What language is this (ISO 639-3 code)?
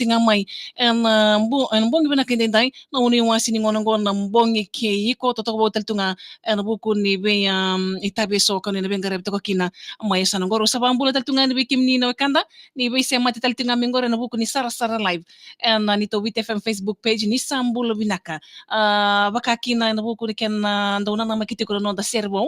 fij